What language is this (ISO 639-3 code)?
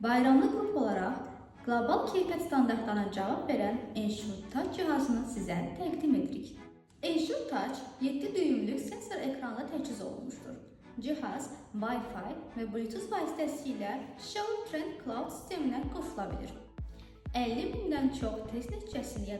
aze